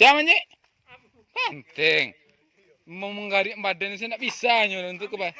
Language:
Minangkabau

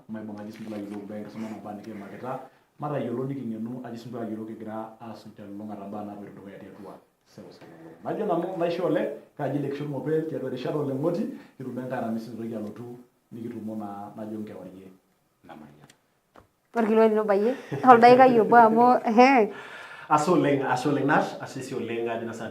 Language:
Masai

